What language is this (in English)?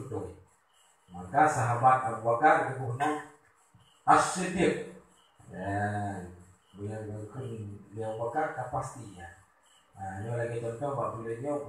Achinese